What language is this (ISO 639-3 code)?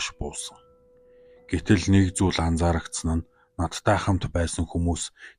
mon